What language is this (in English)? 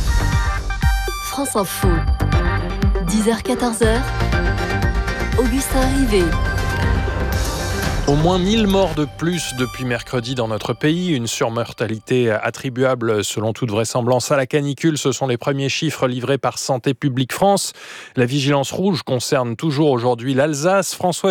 French